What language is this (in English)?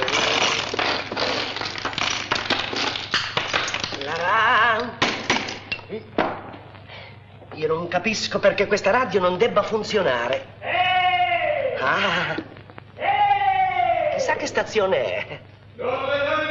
Italian